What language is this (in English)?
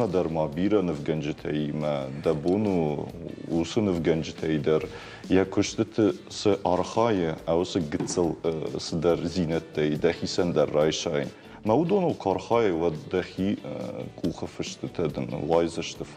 Ossetic